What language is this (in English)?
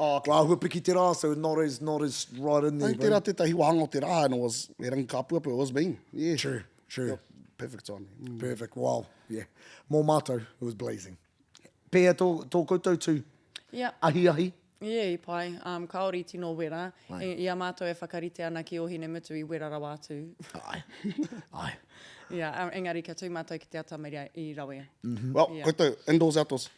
Māori